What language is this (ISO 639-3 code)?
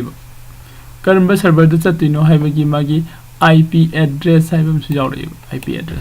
mni